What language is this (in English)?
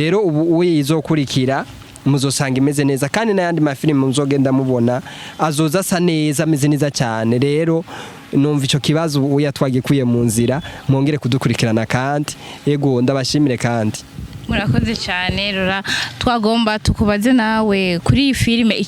Rundi